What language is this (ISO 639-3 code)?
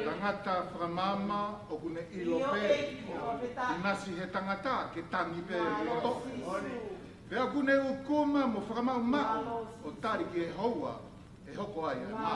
ton